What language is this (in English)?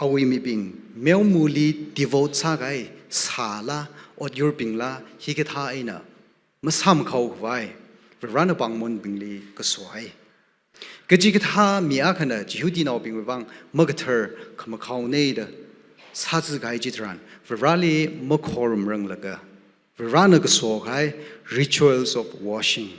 Tangkhul Naga (India)